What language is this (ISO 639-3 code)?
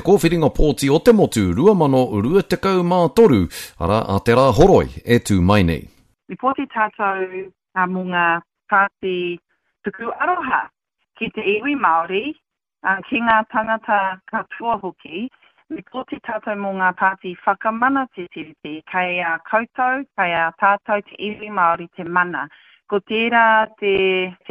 mri